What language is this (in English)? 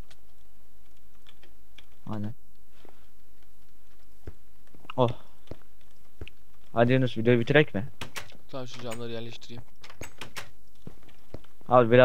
Turkish